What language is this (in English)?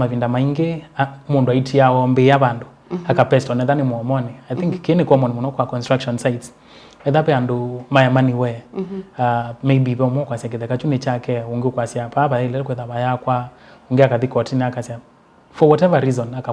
Kamba